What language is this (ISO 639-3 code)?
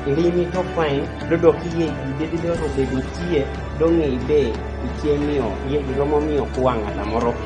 kdi